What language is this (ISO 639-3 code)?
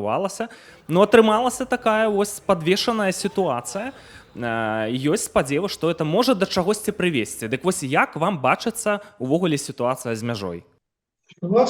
bel